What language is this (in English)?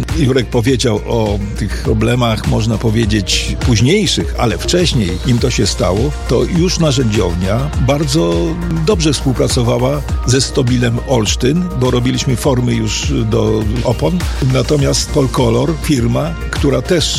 Polish